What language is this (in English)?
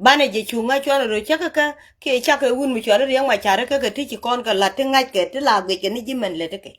Nuer